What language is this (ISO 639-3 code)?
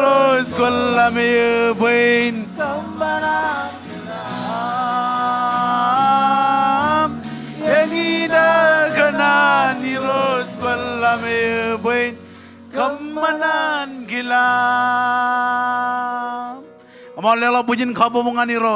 mah